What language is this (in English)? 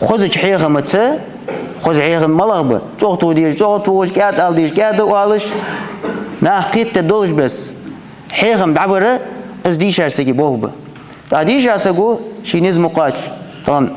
Ingush